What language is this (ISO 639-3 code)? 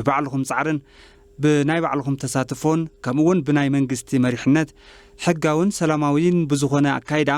tir